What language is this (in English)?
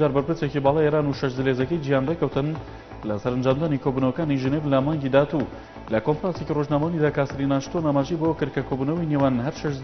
Central Kurdish